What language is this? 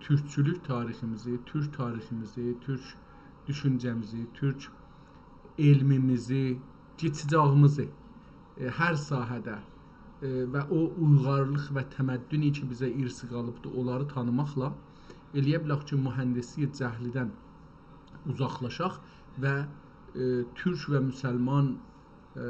South Azerbaijani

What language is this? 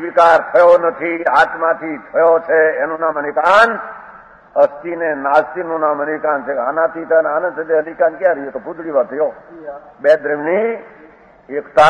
Gujarati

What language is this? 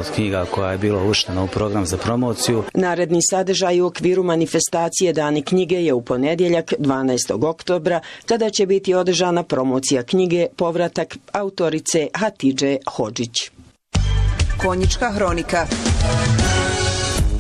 Bosnian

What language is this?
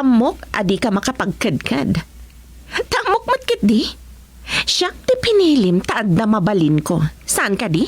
Iloko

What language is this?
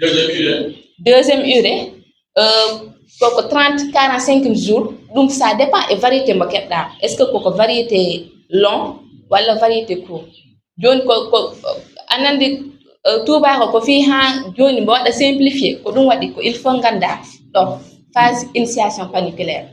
Fula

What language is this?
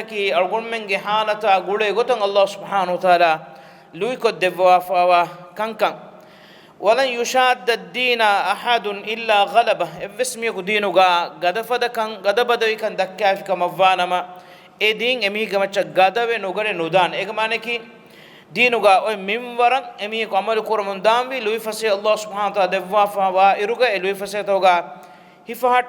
Divehi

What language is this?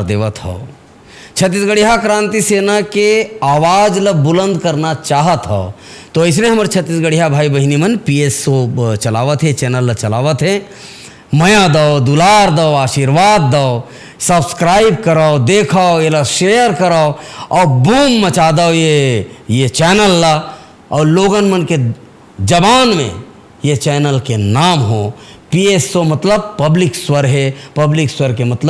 Chhattisgarhi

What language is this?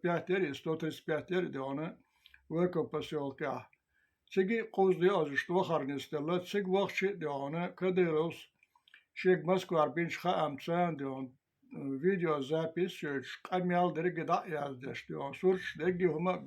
Chechen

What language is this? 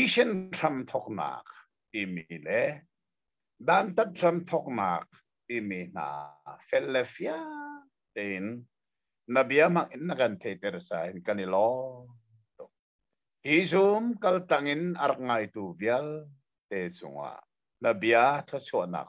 Hakha Chin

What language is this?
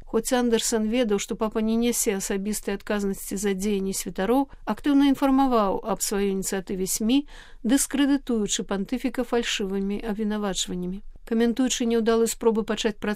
Belarusian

